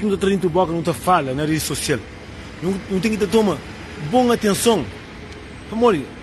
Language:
Kabuverdianu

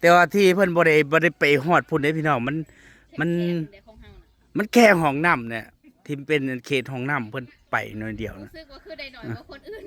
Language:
Northeastern Thai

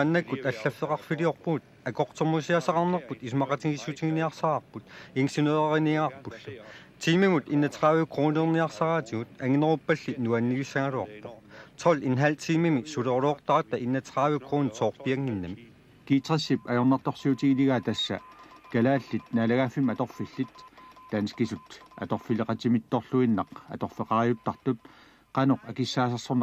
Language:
Kalaallisut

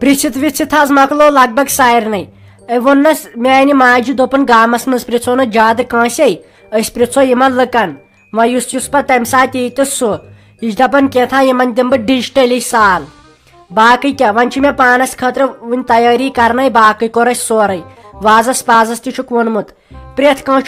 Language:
Kashmiri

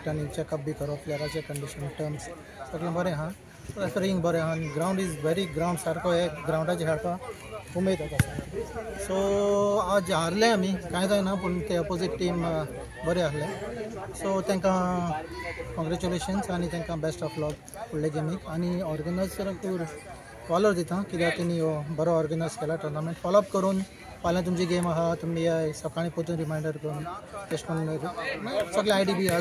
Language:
Konkani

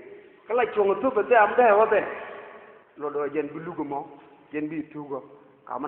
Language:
Nuer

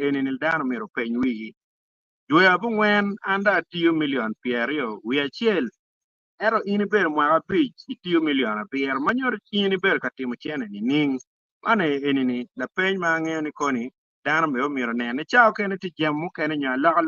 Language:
Acoli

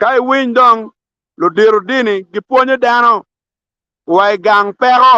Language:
Acoli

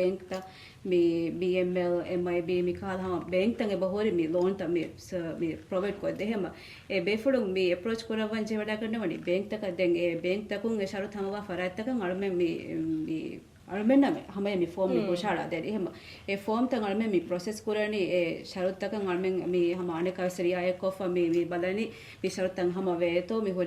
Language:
Divehi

